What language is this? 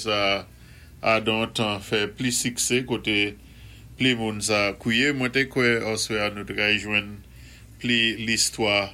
Saint Lucian Creole French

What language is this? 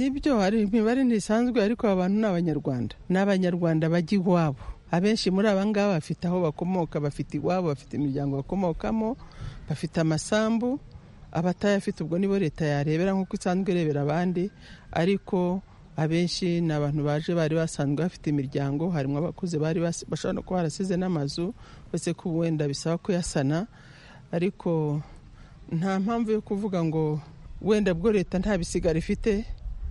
Kinyarwanda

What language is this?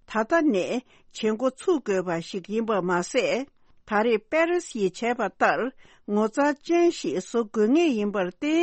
Tibetan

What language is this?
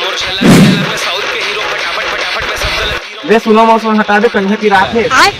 Chhattisgarhi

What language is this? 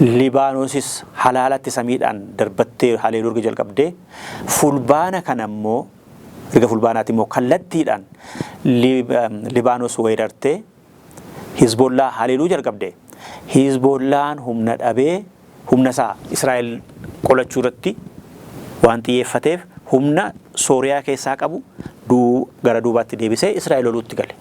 Oromo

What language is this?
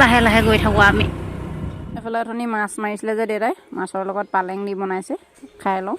Assamese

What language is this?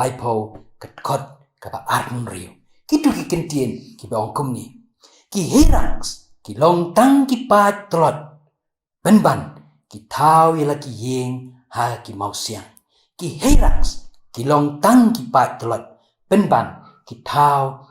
Khasi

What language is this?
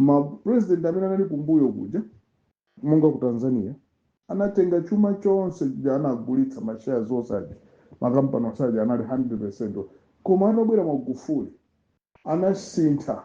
Nyanja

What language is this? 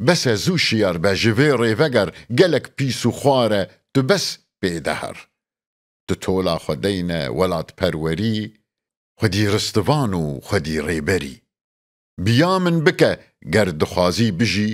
Kurdish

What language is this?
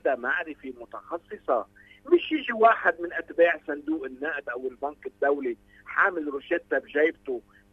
North Levantine Arabic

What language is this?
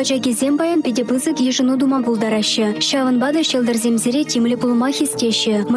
Chuvash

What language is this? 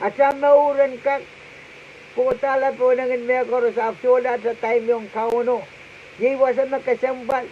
Pohnpeian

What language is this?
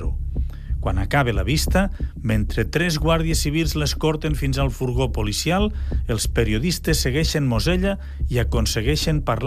Catalan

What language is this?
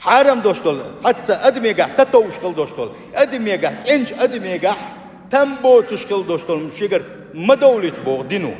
Chechen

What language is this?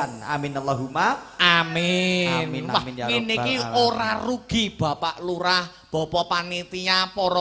Javanese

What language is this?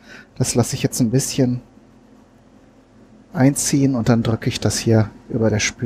German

